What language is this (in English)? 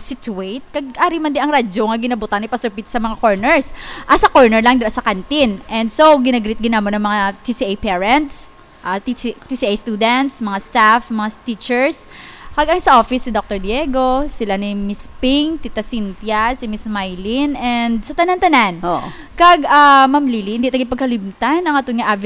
Hiligaynon